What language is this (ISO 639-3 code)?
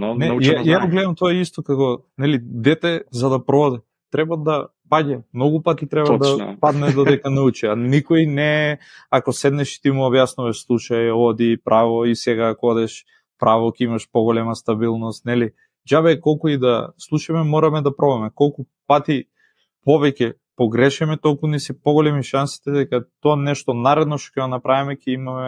mkd